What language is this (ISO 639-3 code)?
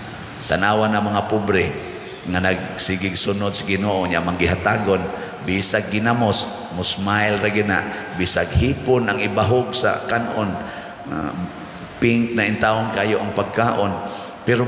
ceb